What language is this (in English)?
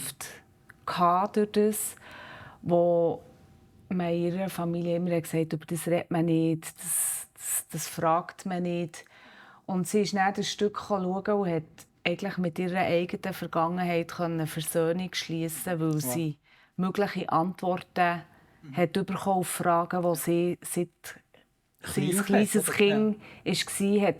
Swiss German